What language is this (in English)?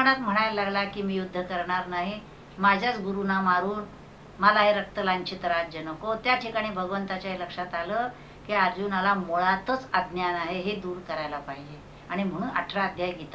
Marathi